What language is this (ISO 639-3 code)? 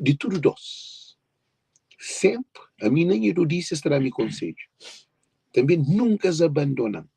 kea